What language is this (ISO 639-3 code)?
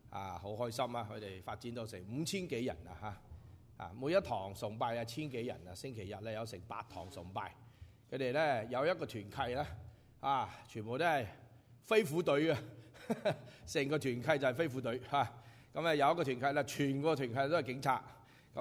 yue